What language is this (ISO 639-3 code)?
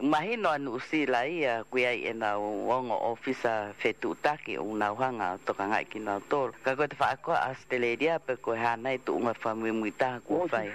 ton